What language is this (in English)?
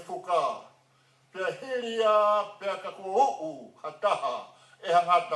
Tongan